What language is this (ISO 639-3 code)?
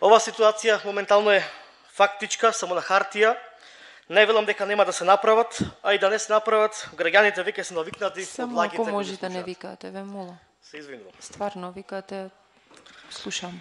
mkd